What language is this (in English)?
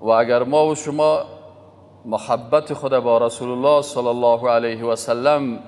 Persian